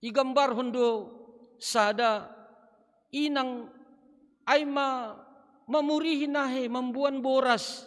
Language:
Batak Simalungun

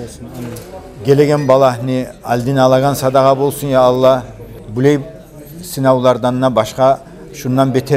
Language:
Kumyk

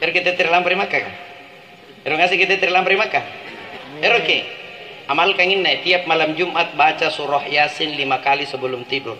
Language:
Makasar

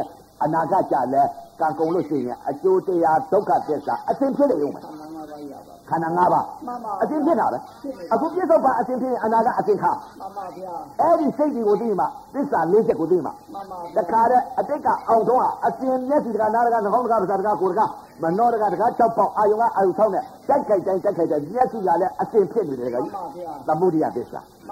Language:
Burmese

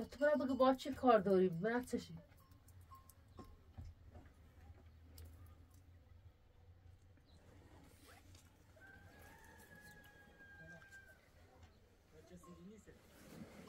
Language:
Persian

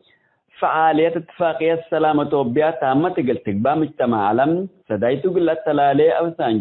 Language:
Tigre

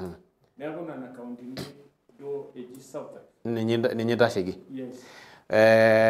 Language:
Masai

